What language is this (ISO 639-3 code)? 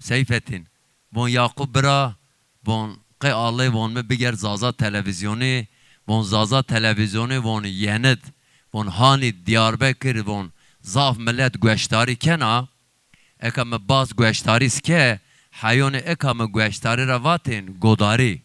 zza